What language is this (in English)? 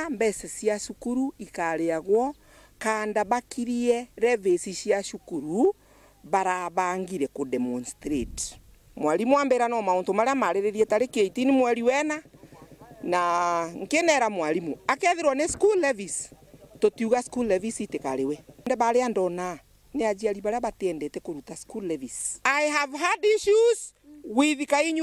Meru